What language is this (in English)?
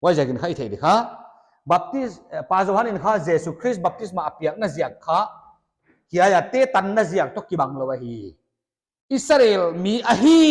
Paite Chin